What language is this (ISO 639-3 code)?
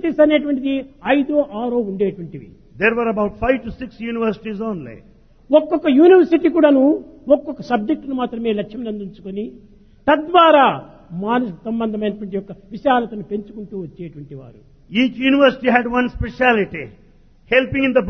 tel